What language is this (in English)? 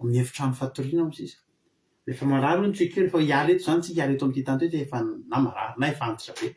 Malagasy